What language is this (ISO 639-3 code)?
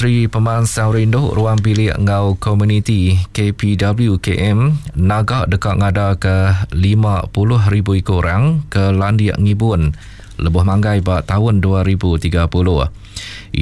iba